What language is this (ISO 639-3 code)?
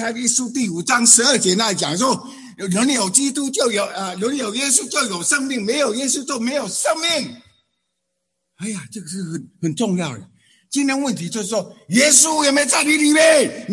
zho